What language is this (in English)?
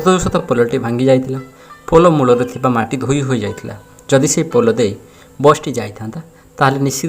Odia